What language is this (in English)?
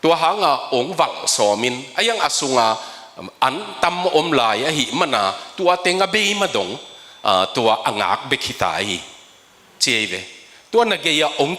Tedim Chin